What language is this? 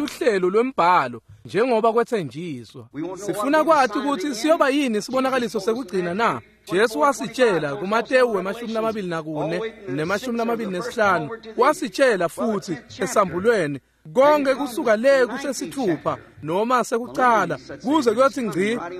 Swati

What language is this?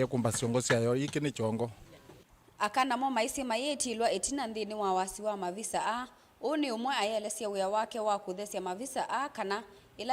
Kamba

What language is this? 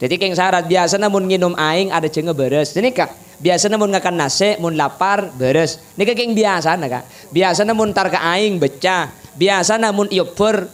Madurese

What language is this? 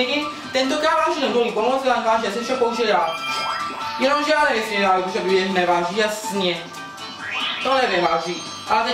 Czech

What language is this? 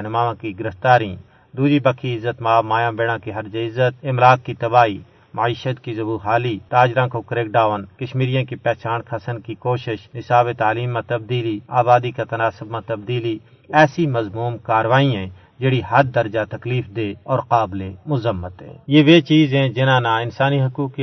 Gujari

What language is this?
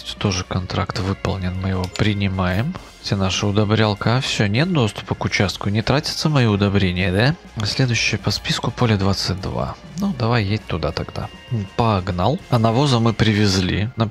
Russian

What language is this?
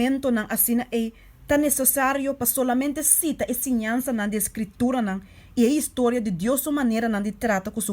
Papiamento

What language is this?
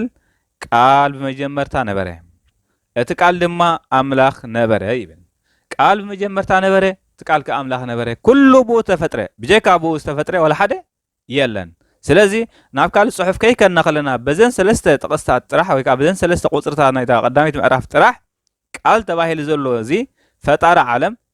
Tigrinya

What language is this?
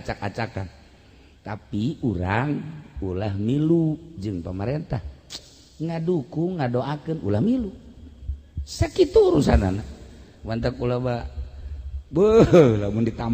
Sundanese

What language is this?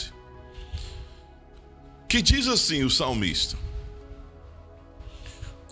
Portuguese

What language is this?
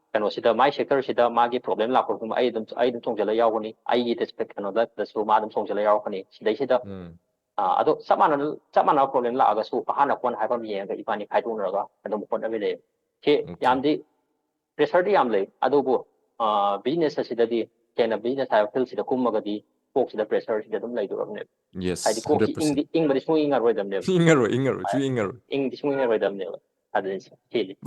Manipuri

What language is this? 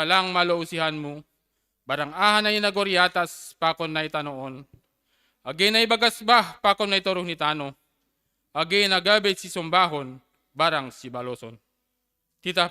Batak Simalungun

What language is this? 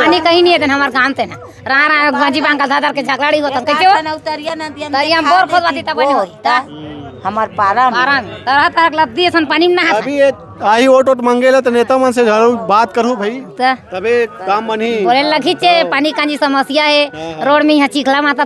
Chhattisgarhi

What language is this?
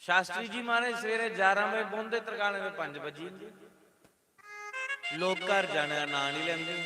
Dogri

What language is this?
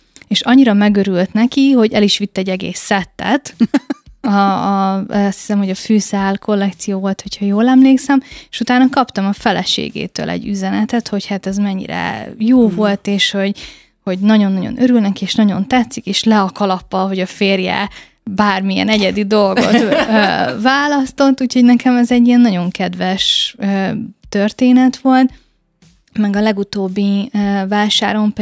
Hungarian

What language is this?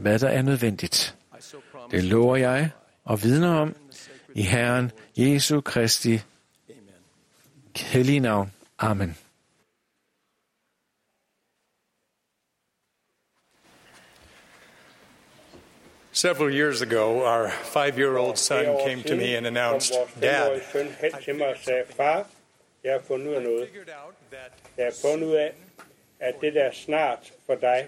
Danish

